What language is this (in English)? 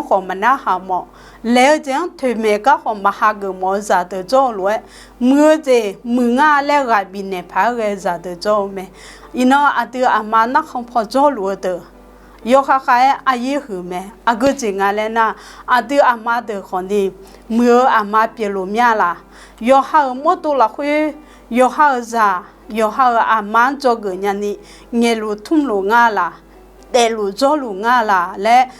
Akha